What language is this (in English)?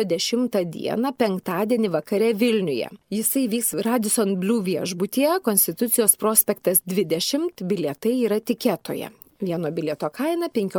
Lithuanian